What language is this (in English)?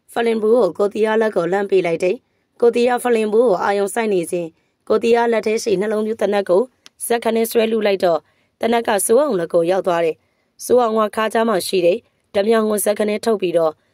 Burmese